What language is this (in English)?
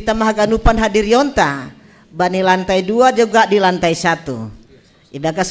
Batak Simalungun